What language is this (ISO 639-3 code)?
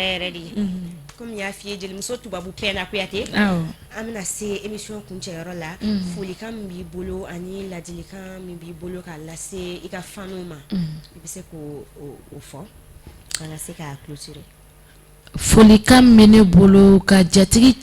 bam